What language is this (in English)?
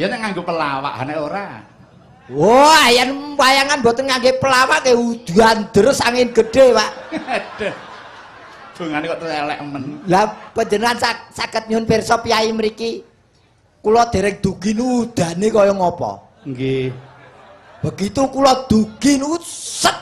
Javanese